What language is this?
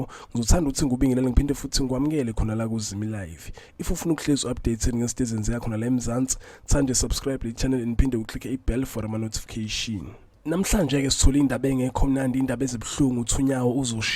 Zulu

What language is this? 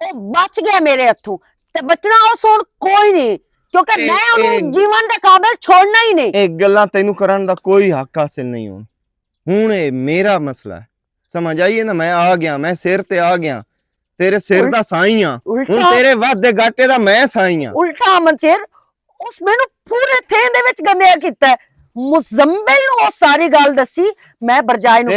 Western Panjabi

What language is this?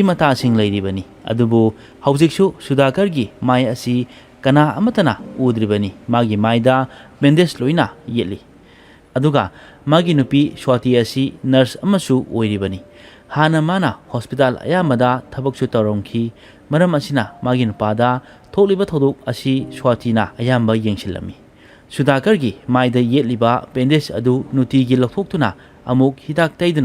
Manipuri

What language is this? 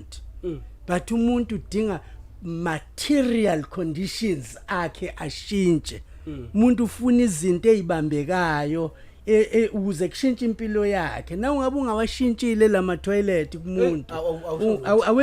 Zulu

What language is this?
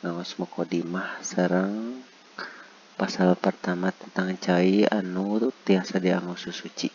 Sundanese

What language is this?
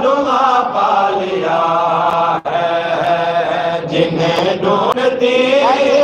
Saraiki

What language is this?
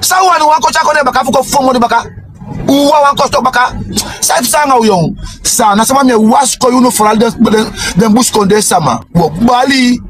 Sranan Tongo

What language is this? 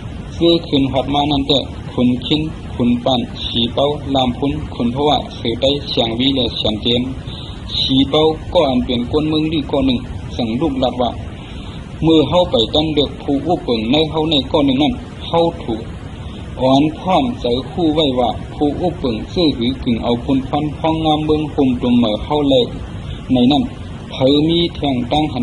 Shan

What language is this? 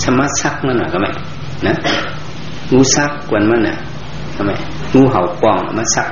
Shan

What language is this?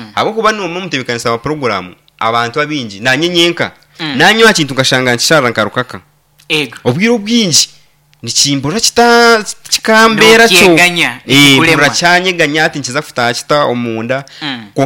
Nyankole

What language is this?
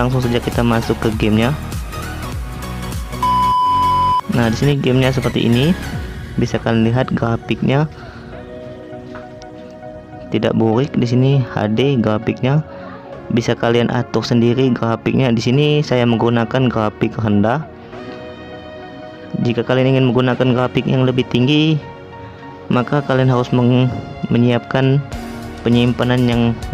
Indonesian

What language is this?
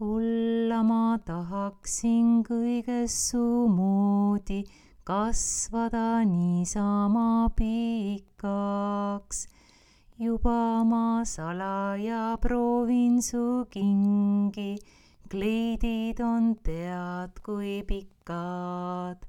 Estonian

